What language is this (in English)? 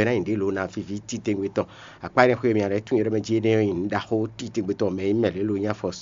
Fon